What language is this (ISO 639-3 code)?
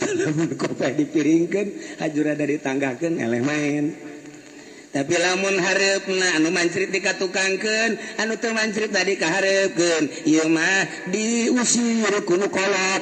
sun